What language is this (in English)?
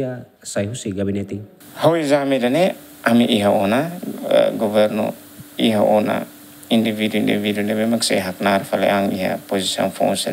Tetum